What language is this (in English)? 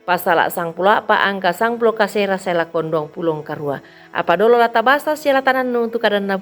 Toraja-Sa'dan